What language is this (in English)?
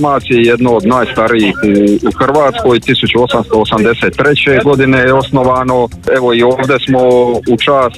Croatian